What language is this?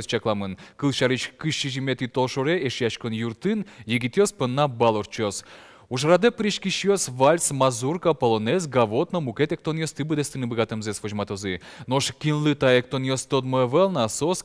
Udmurt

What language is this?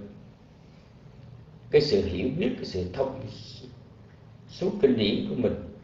Vietnamese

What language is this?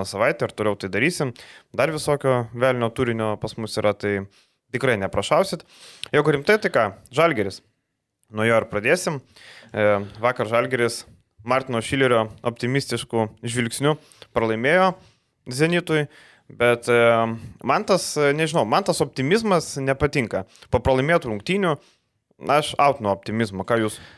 Lithuanian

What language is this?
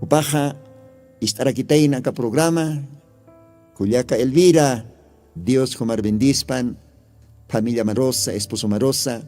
Aymara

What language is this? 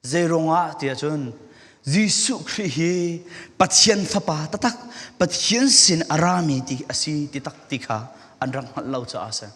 Falam Chin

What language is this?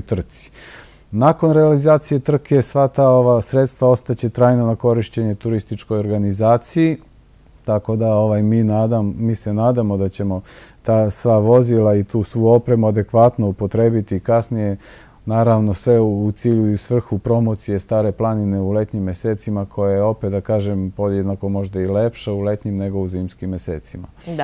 Serbian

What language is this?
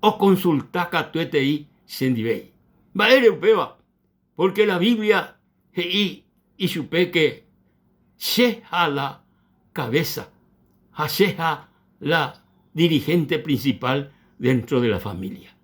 Guarani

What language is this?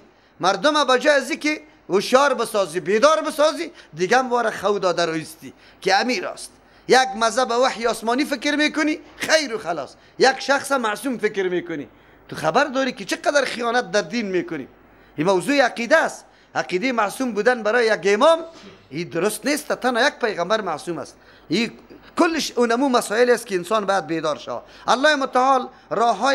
Persian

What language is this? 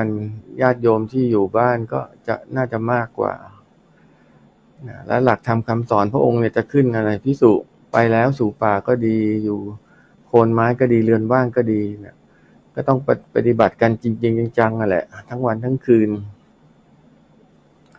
Thai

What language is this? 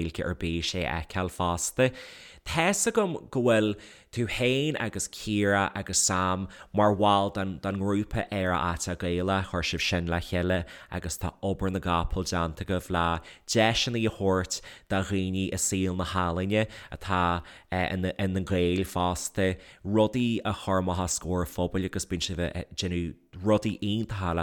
Irish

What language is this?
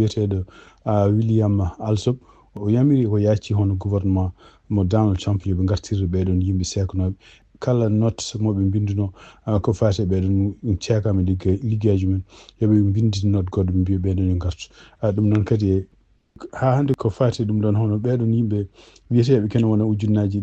Fula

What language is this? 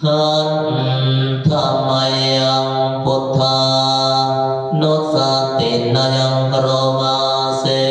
Pali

